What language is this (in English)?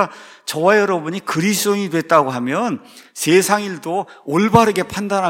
Korean